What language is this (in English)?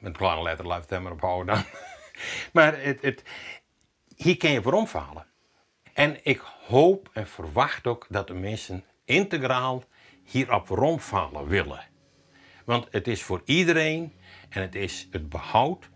Western Frisian